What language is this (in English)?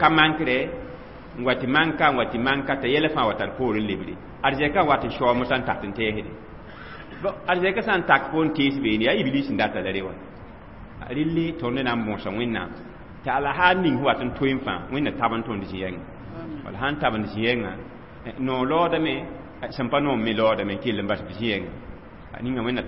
Mossi